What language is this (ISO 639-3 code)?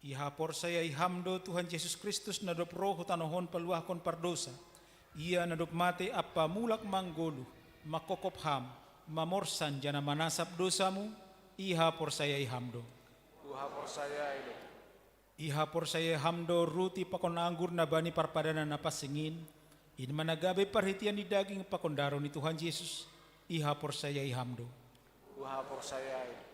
bts